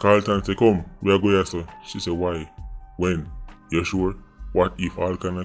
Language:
Jamaican Creole English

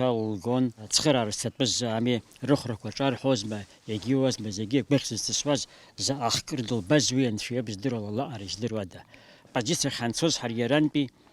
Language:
Abkhazian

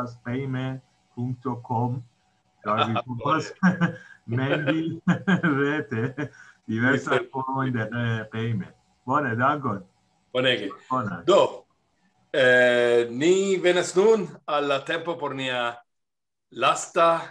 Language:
Esperanto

